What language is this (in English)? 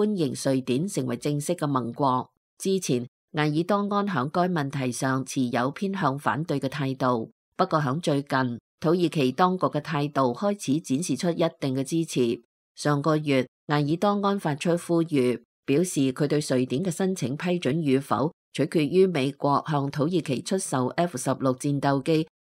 Cantonese